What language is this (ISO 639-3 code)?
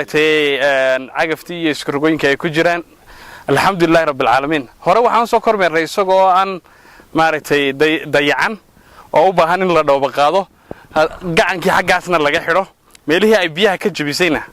som